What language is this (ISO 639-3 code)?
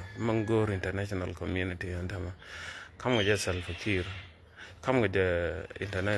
nus